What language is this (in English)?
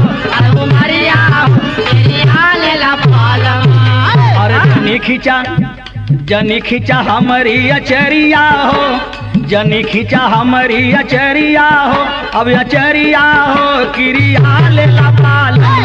Bhojpuri